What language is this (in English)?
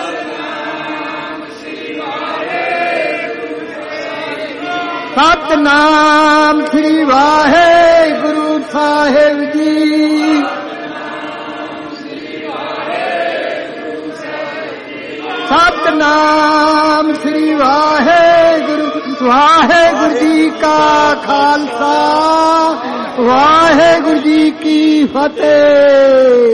Punjabi